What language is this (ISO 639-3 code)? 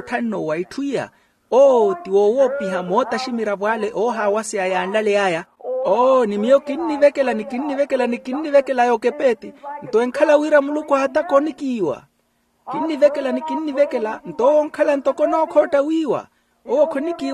vmw